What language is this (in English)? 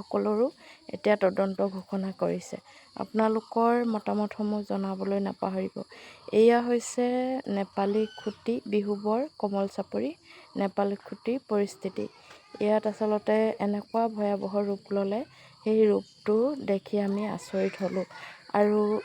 Assamese